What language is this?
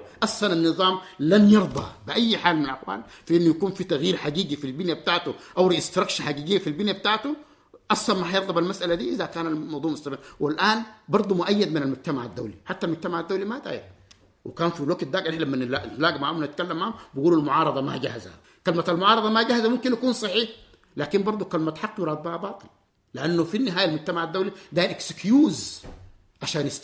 Sudanese Arabic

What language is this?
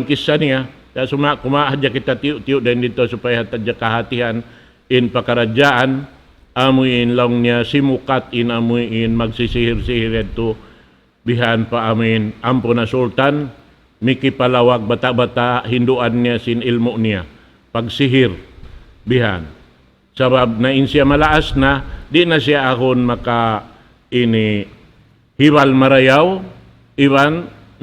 Tausug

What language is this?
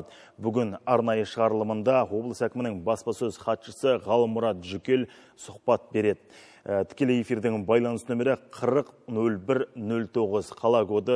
Kazakh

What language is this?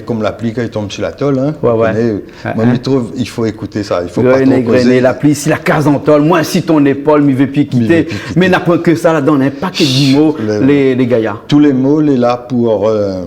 Réunion Creole French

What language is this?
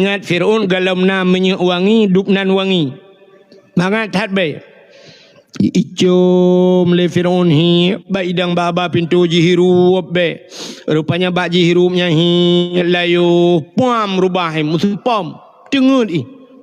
Achinese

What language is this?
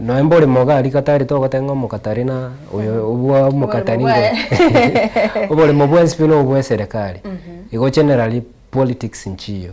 Gusii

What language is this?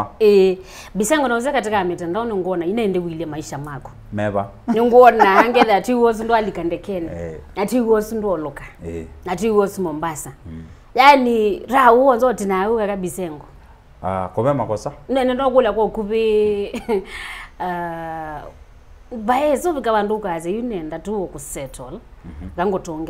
Kamba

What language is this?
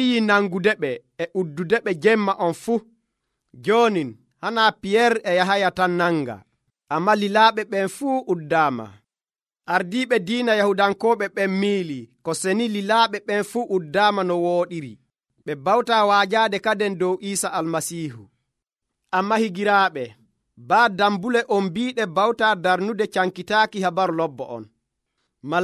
Nigerian Fulfulde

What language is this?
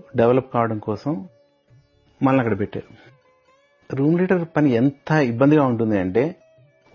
Telugu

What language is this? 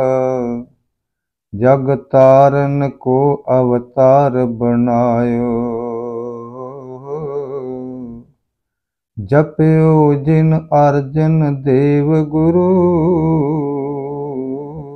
Punjabi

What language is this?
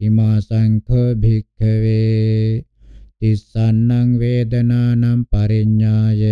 Pali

